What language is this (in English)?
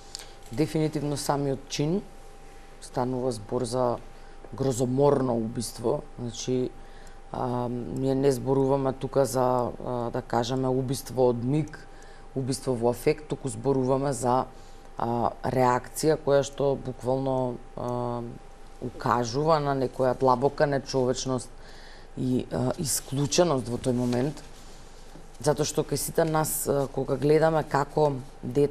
Macedonian